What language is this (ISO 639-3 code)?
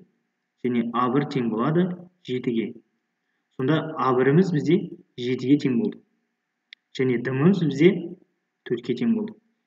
kaz